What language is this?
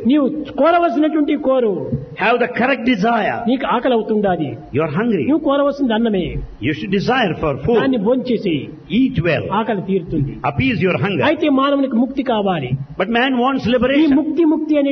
Telugu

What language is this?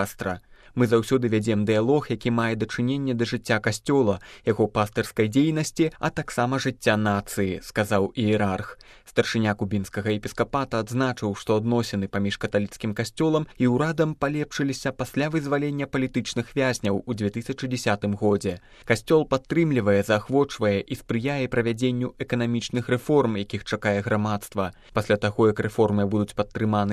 Belarusian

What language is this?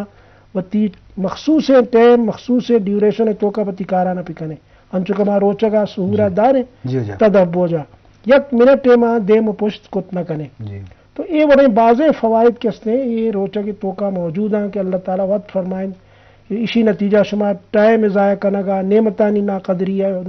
Eastern Balochi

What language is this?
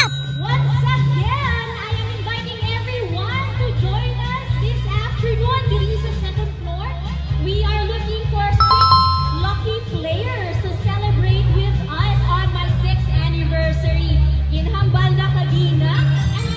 Hiligaynon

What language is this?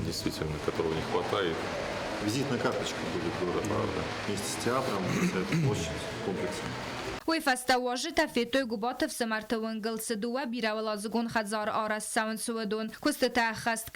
Ossetic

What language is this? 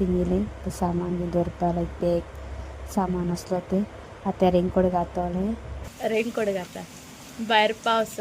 Konkani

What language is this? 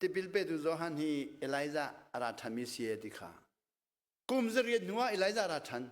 Hakha Chin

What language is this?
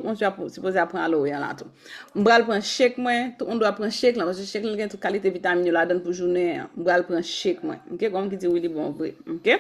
Haitian Creole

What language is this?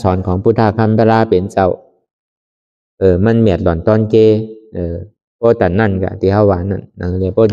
Shan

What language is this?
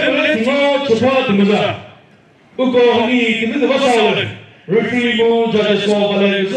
Chokri Naga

